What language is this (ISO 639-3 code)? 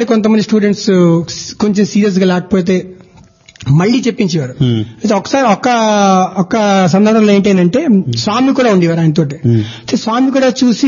tel